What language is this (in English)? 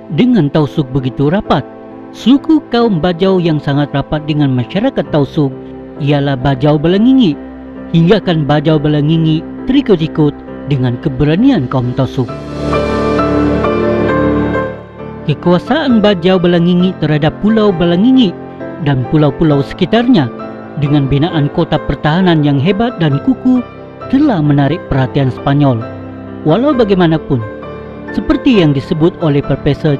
Malay